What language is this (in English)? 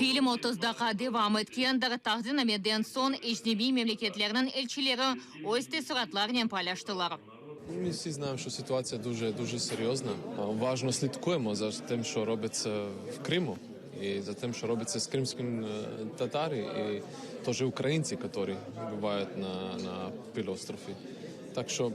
Crimean Tatar